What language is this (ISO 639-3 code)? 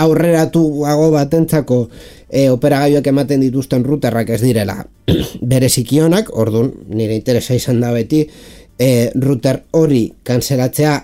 eus